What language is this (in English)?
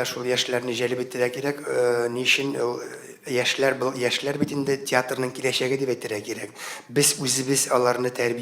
Tatar